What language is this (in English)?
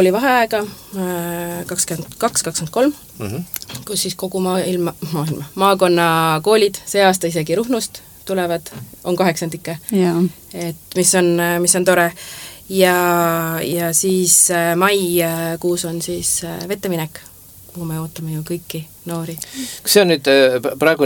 Estonian